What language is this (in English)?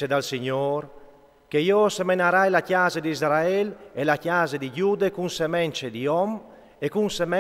Friulian